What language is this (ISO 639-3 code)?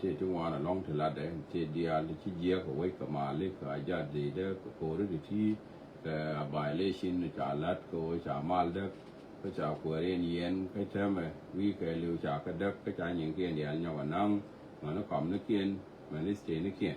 nus